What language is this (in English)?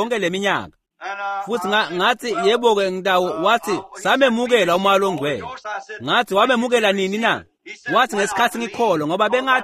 Swati